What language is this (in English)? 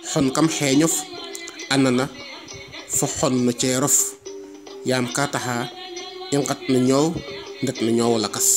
Serer